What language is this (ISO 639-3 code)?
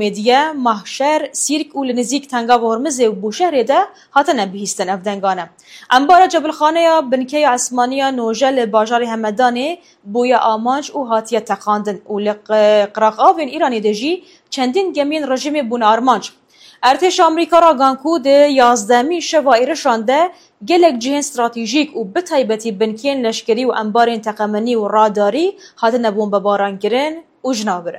kur